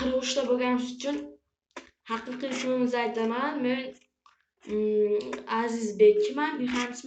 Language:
Uzbek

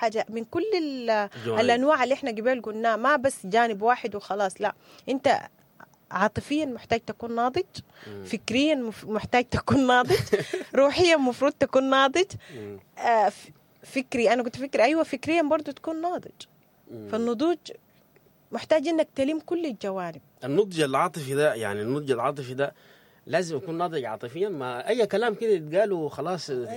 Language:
Sudanese Arabic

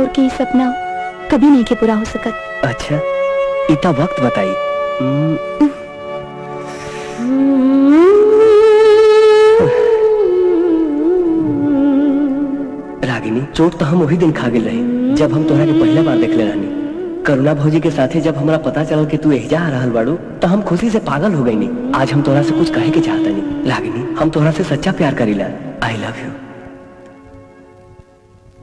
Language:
Bhojpuri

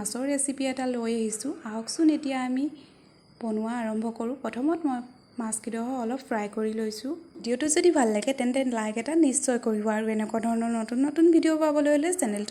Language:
Assamese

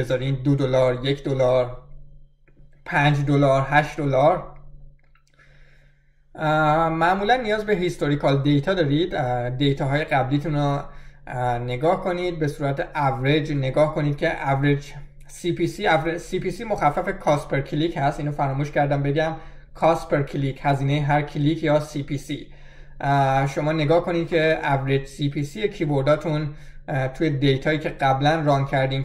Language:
Persian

